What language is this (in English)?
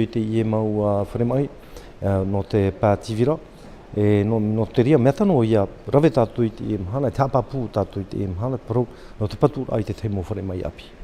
Tahitian